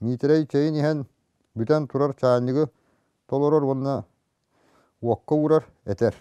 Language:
Yakut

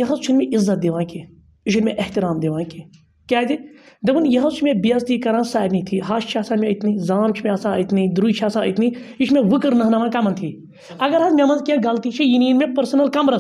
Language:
Kashmiri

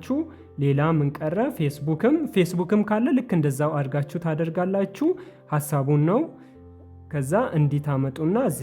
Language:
Amharic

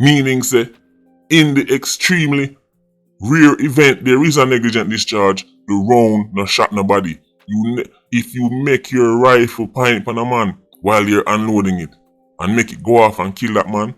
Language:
Jamaican Creole English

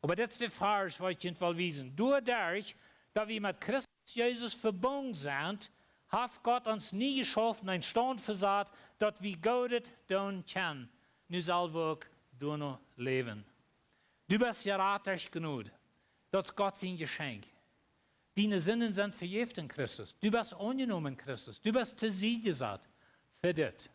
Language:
Plautdietsch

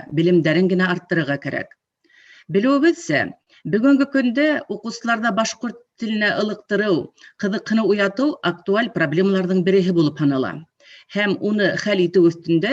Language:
Bashkir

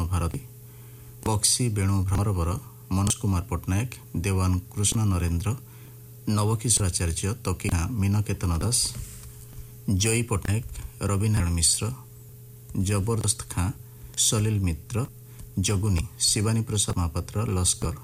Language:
Odia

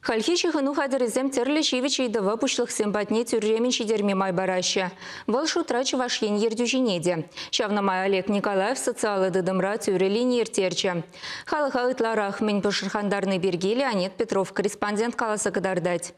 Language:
Chuvash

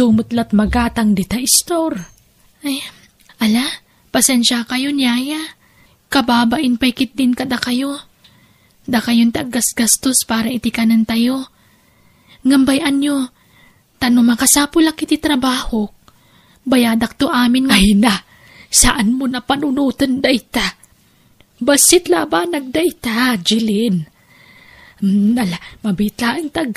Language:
Iloko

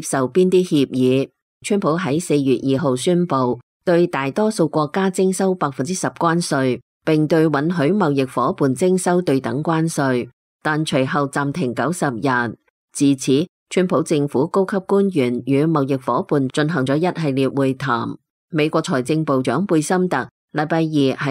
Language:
Cantonese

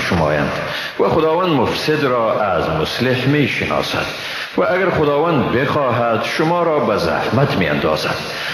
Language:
Persian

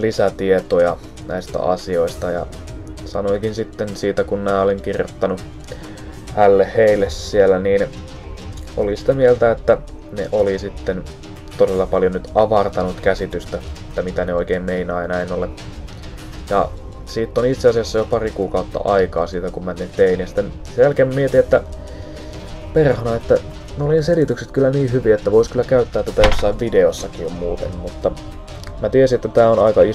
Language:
Finnish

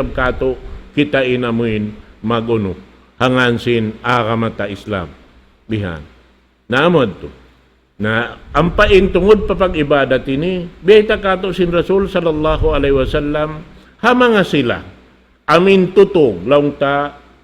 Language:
Tausug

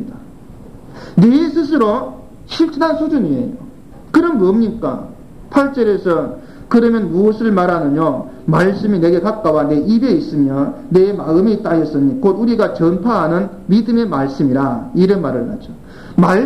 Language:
Korean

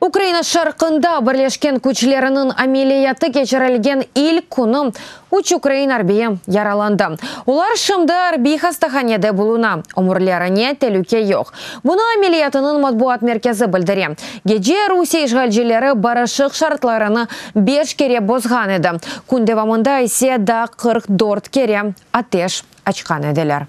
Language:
Crimean Tatar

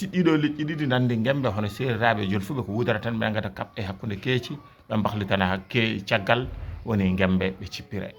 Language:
Fula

